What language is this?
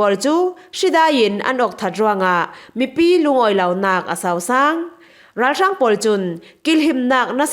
Falam Chin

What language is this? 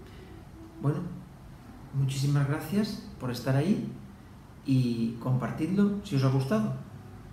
Spanish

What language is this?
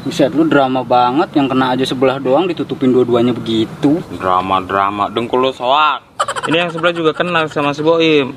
Betawi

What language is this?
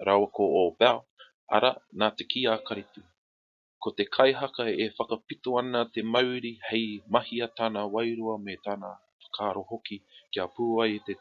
Māori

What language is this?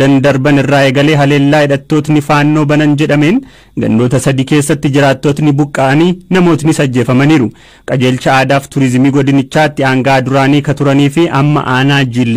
Oromo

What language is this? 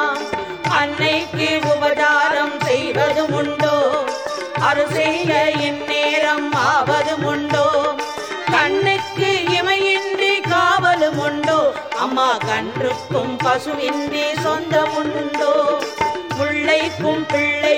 Tamil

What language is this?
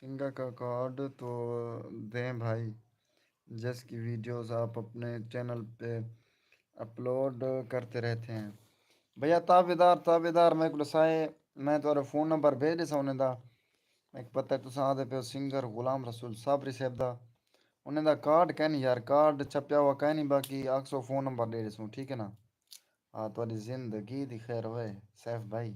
Saraiki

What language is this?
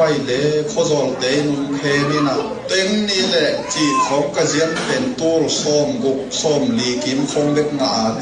Tedim Chin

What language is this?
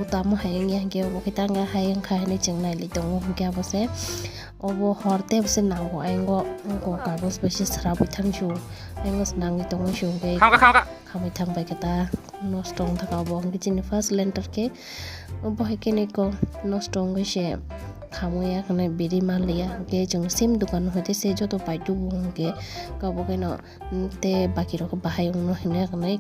Kok Borok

